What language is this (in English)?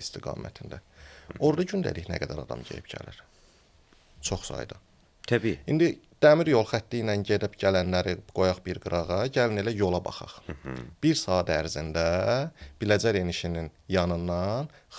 Azerbaijani